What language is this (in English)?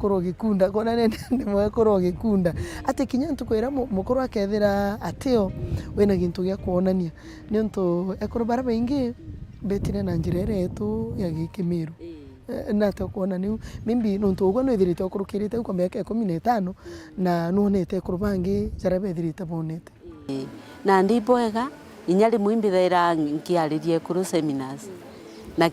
Meru